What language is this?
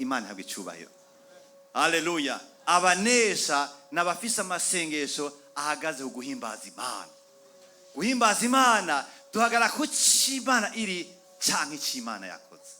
Rundi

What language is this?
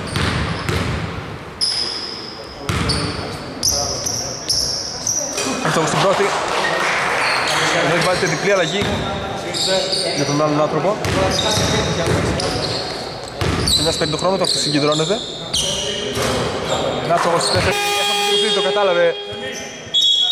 Greek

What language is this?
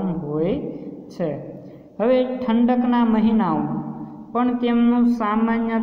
Gujarati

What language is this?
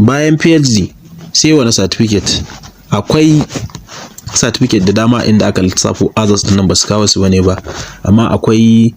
Hausa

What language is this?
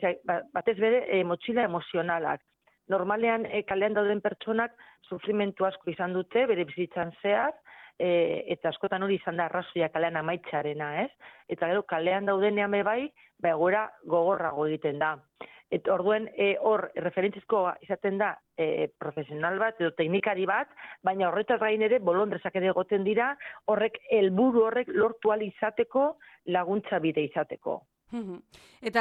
Basque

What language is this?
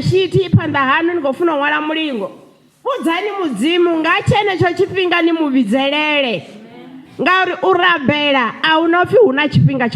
Venda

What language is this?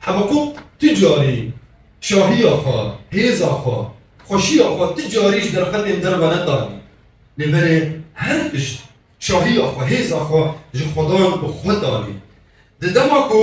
Kurdish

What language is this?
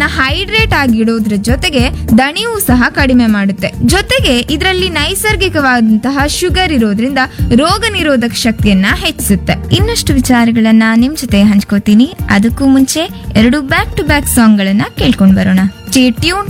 Kannada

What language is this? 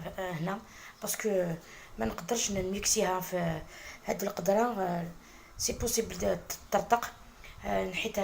Algerian Arabic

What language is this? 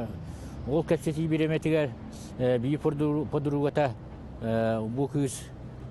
Yakut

